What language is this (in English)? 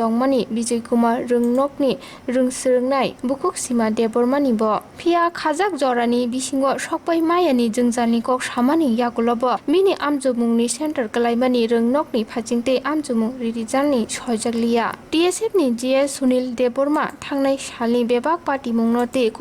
Kok Borok